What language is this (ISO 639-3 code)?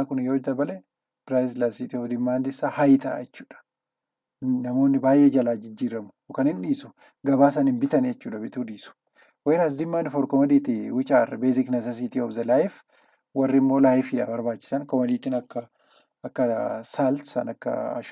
orm